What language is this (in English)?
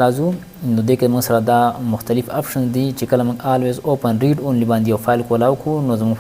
Pashto